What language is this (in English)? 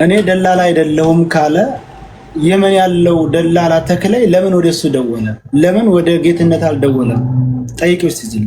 Amharic